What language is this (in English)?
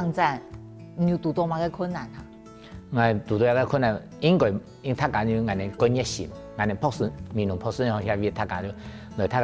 Hakka Chinese